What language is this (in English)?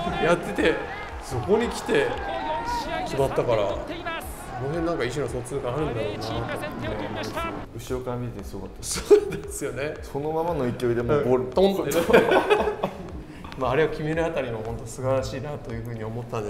Japanese